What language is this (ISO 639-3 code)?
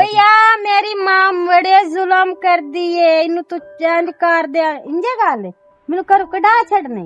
lah